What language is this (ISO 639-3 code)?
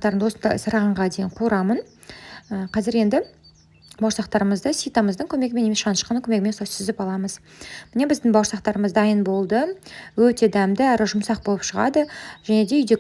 kaz